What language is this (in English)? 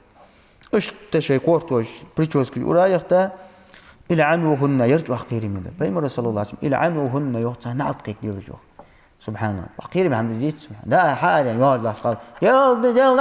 Ingush